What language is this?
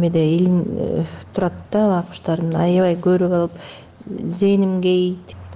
Kyrgyz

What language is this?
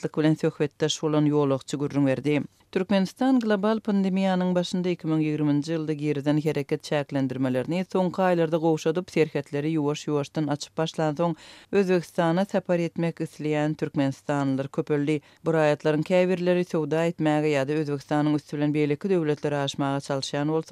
Turkmen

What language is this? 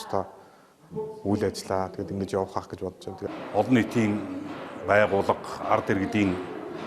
Mongolian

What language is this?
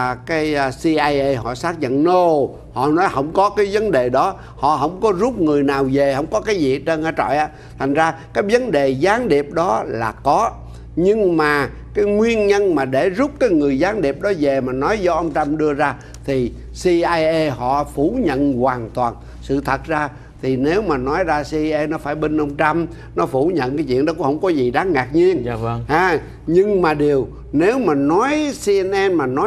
Vietnamese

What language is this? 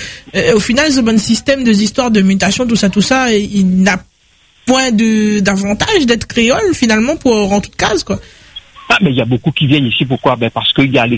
French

